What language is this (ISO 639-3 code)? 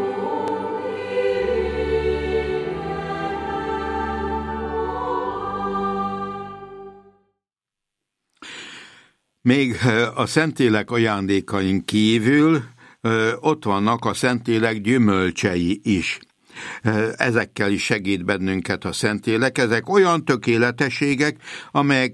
hun